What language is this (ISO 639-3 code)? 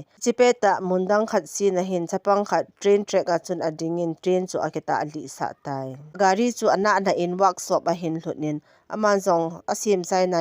tcz